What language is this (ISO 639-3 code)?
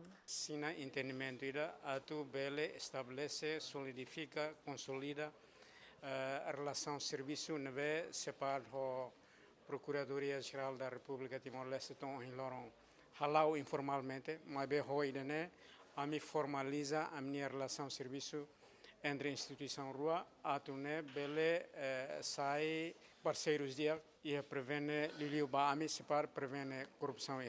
tet